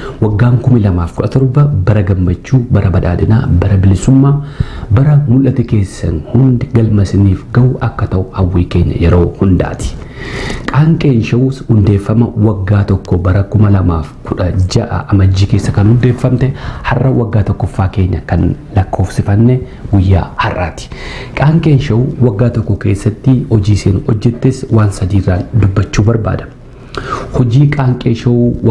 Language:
Oromo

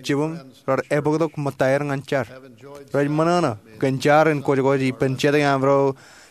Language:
Marshallese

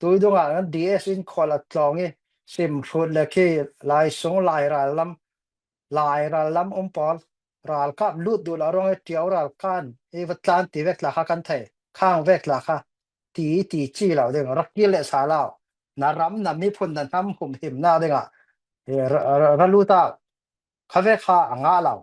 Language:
Falam Chin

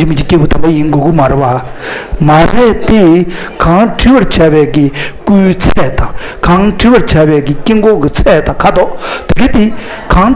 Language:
Tibetan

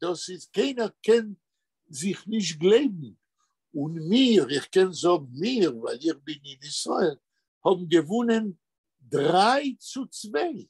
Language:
Yiddish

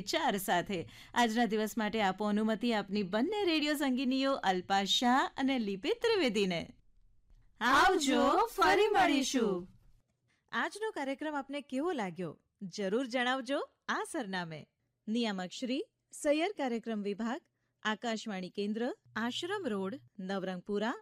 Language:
Gujarati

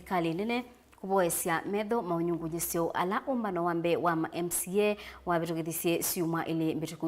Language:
Kamba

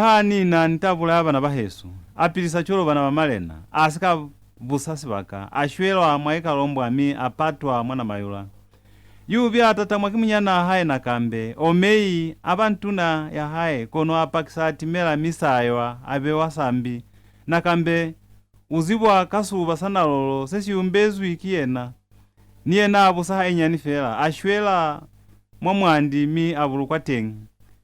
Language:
Lozi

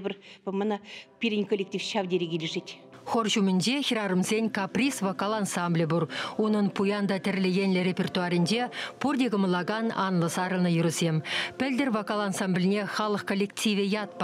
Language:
Chuvash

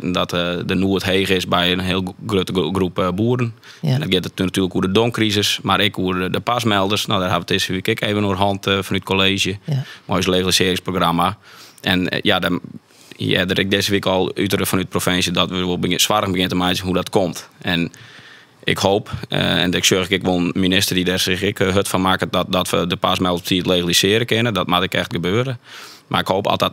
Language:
Western Frisian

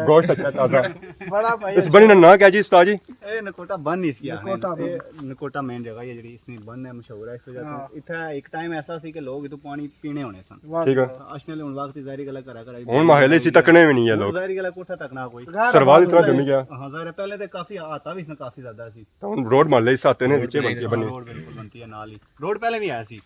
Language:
Pahari-Potwari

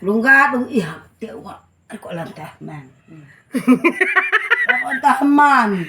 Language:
Batak Karo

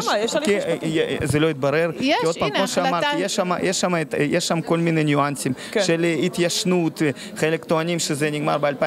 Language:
Hebrew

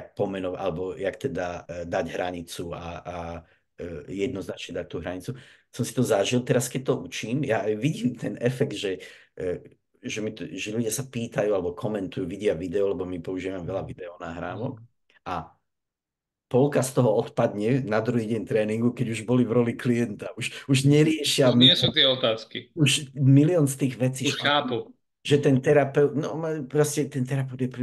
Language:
Slovak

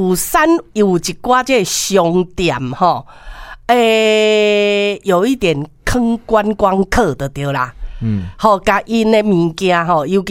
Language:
Min Nan Chinese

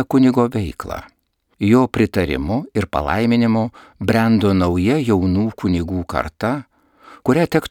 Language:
Lithuanian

